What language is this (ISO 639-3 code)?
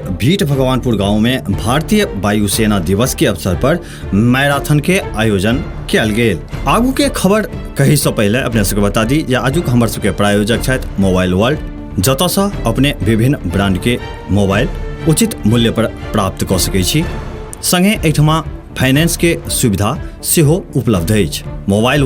mai